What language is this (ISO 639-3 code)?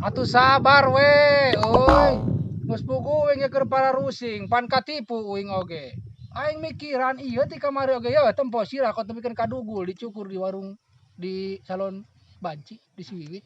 sun